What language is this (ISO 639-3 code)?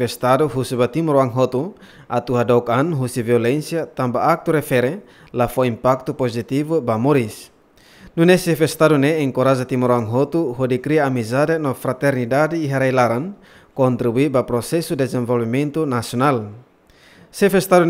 tet